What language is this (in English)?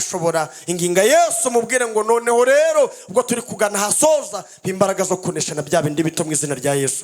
Kinyarwanda